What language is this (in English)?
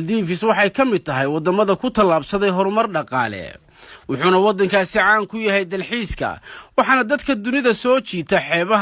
Somali